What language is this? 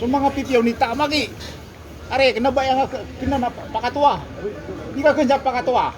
Maranao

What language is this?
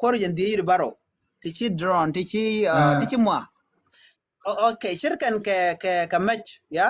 Nuer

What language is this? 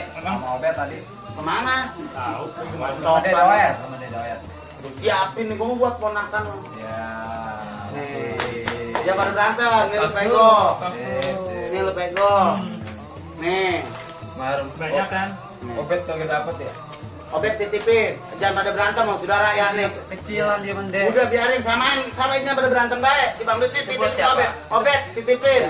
Betawi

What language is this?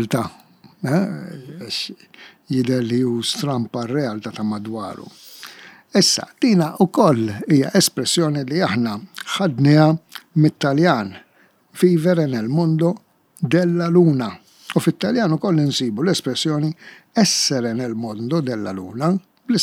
Maltese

